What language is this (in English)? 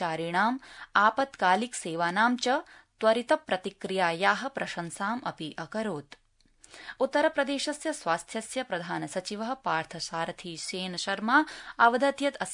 Sanskrit